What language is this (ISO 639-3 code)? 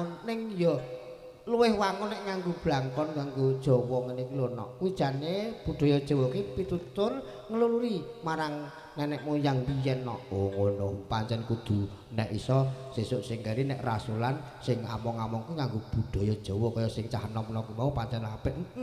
jav